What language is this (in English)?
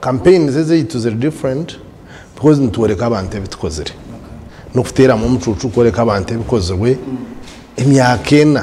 Nyankole